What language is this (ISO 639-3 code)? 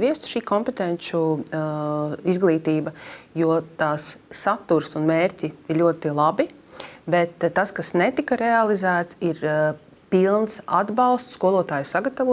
lav